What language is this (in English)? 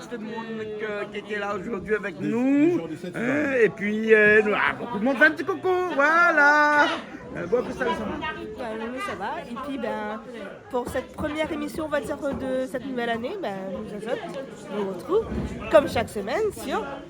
Réunion Creole French